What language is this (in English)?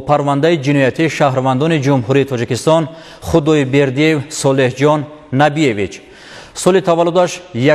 Tajik